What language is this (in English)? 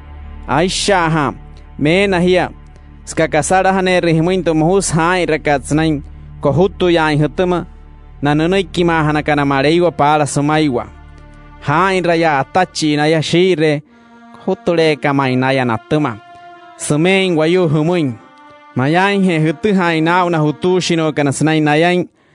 Wayuu